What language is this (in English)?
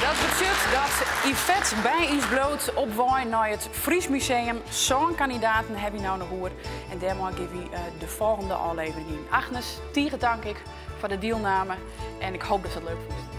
Western Frisian